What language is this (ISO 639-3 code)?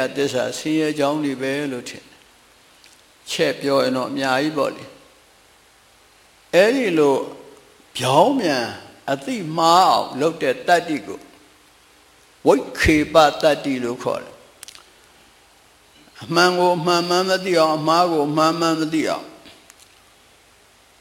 mya